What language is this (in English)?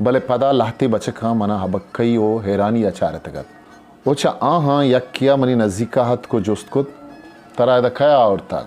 Eastern Balochi